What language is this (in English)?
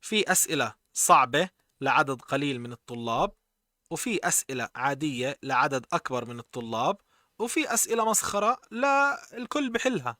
North Levantine Arabic